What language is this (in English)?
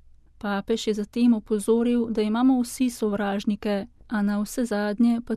Slovenian